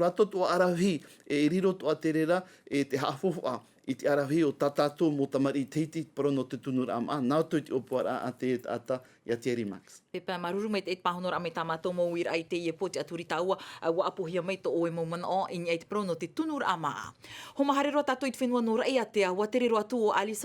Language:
Tahitian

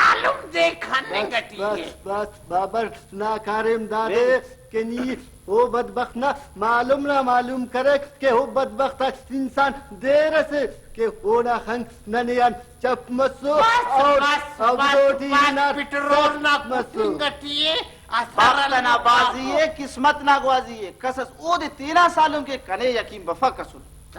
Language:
Brahui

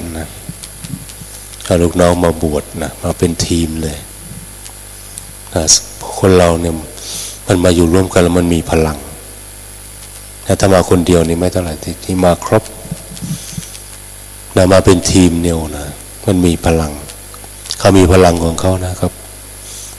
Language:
Thai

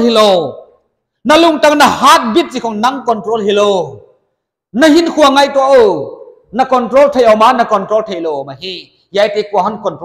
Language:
Paite Chin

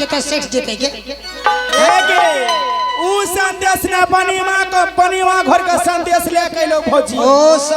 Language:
Angika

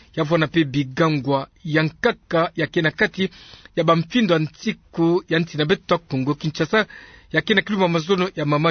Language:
Kituba (Democratic Republic of Congo)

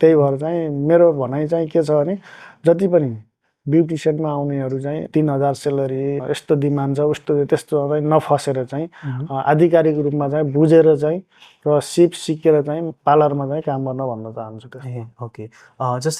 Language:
Nepali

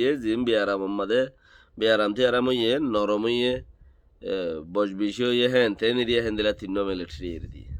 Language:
Rohingya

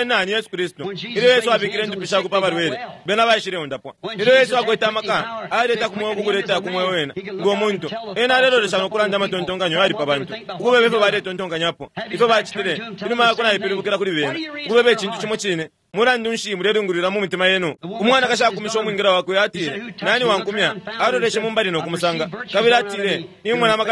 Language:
Bemba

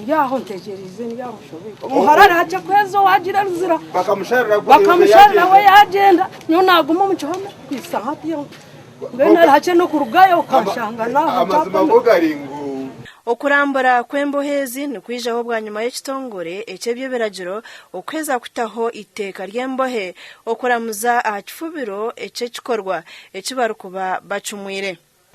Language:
Nyankole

